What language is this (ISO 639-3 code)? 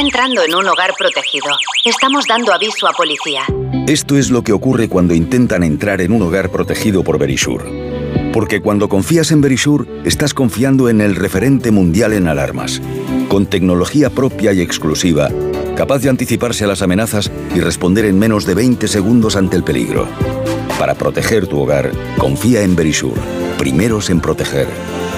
spa